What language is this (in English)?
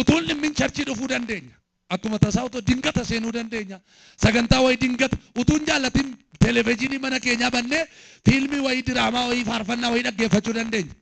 Oromo